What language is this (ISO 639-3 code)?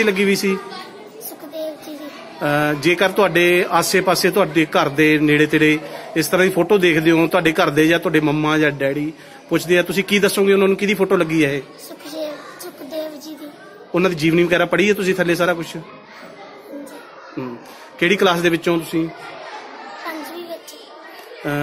pan